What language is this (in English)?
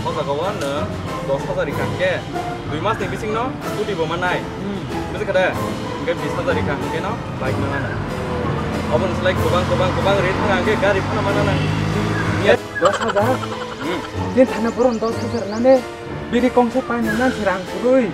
Kok Borok